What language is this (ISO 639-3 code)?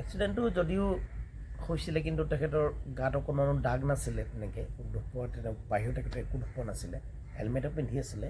asm